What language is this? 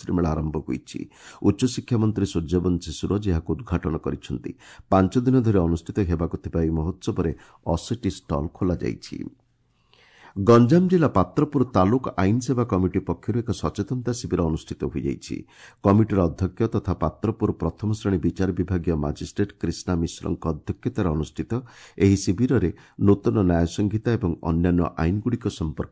Odia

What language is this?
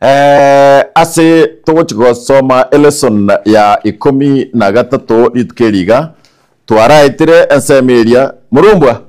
Gusii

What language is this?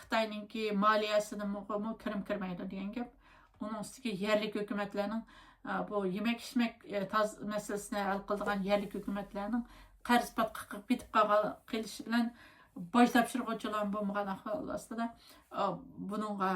Uyghur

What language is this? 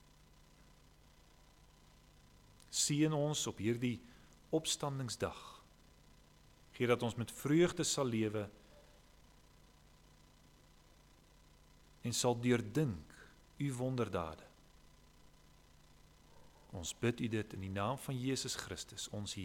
Afrikaans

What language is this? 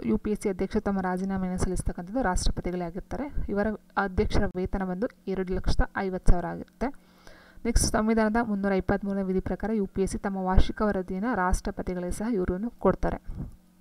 Kannada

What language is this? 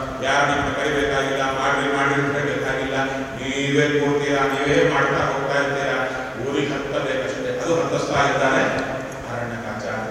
Kannada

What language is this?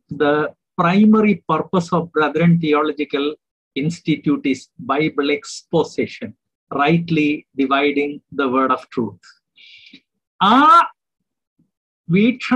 Malayalam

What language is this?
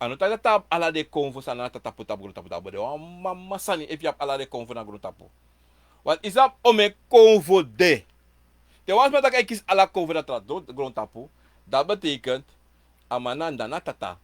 Sranan Tongo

